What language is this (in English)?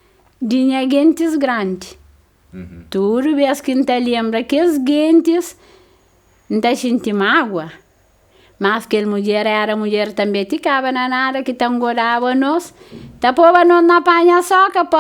Kabuverdianu